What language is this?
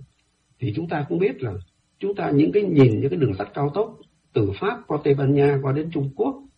Vietnamese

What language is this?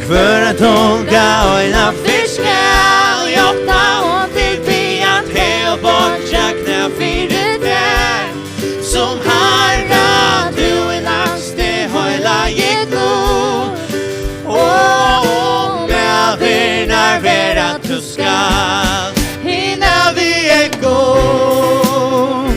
Faroese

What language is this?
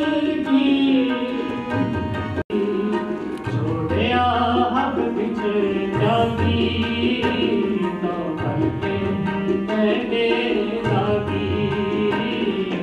Punjabi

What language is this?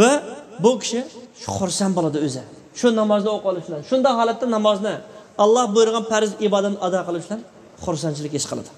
Uyghur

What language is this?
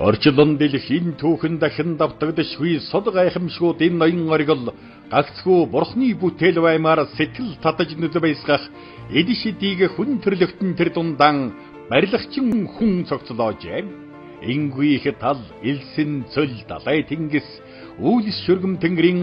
Mongolian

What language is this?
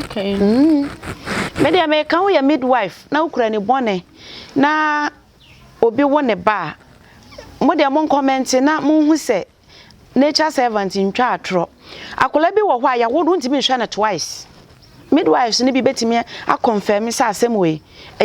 Akan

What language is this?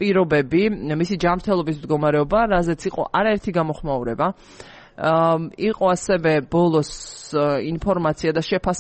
Georgian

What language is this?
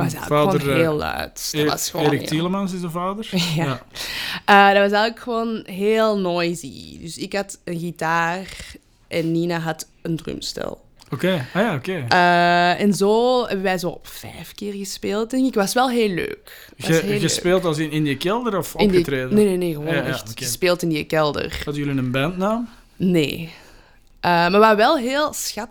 Dutch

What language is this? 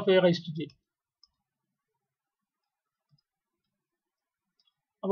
Malayalam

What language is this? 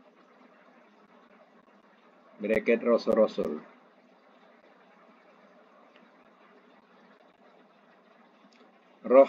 Malay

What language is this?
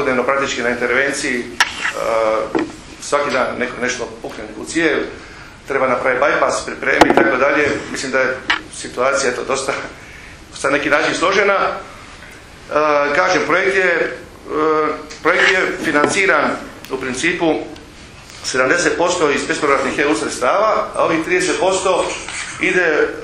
Croatian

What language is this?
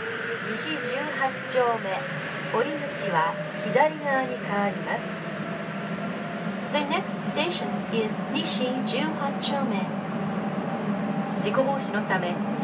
Japanese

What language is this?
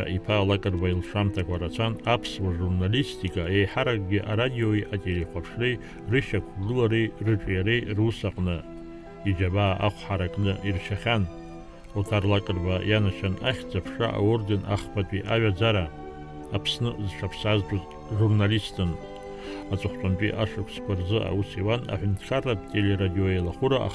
Abkhazian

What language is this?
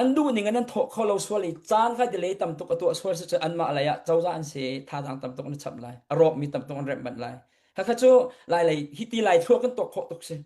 Hakha Chin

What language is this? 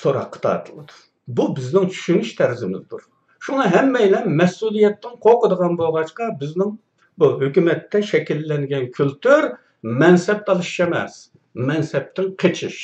Uyghur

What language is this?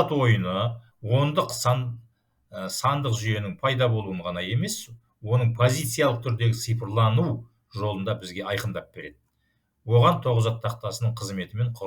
Kazakh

